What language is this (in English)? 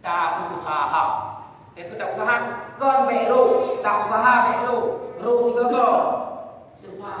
Achinese